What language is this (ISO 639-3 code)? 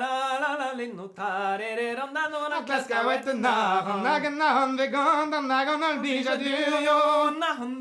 bre